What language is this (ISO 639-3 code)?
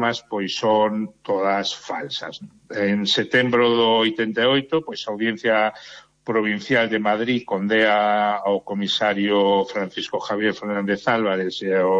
glg